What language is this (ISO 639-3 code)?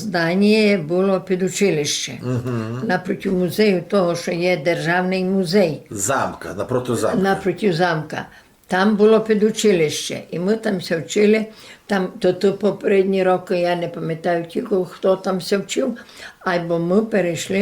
rue